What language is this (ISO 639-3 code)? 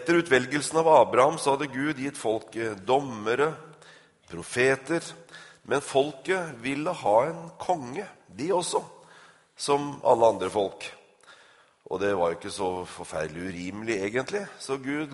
nor